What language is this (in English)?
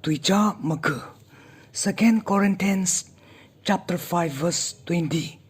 Tangkhul Naga (India)